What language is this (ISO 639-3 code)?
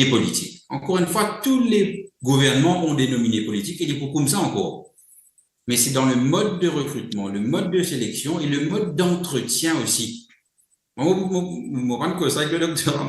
mfe